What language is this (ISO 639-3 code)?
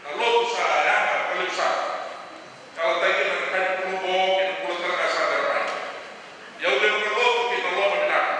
fij